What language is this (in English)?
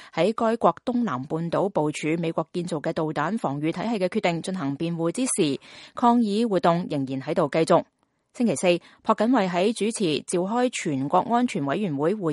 Cantonese